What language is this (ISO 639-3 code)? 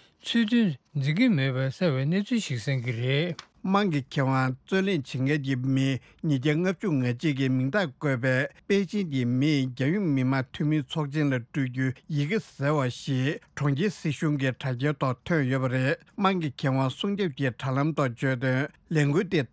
bod